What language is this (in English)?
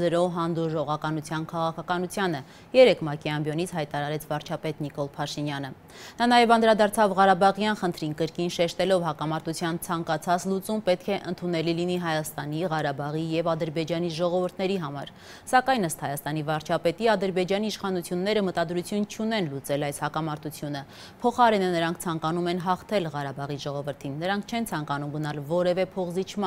Armenian